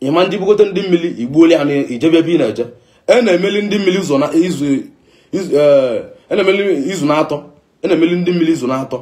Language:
Igbo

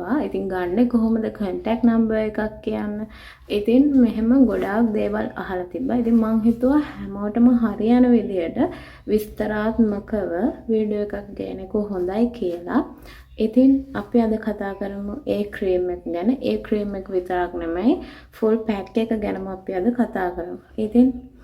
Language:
Sinhala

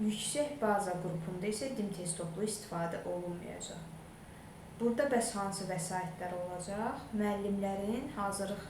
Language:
Azerbaijani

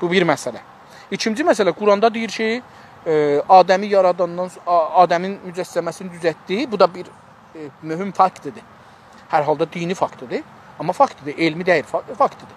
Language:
South Azerbaijani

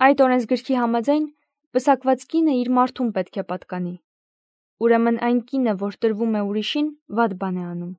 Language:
Armenian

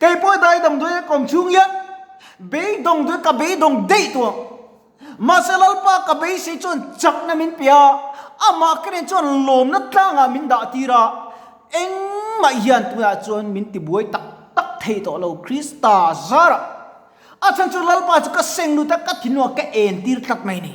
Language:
Mizo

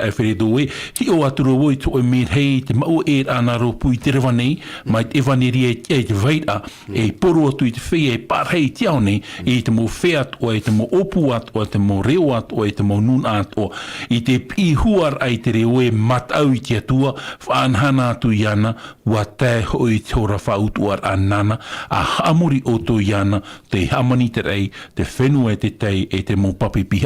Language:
Tahitian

